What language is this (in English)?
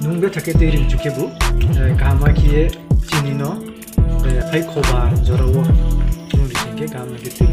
Riang (India)